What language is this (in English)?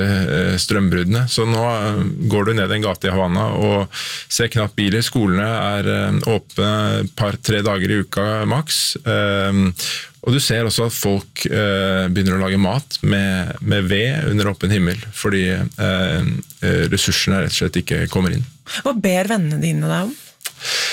Norwegian